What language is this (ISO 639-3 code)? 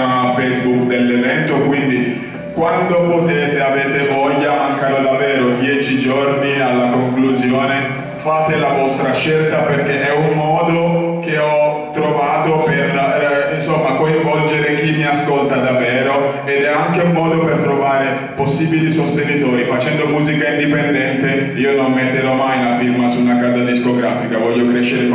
ita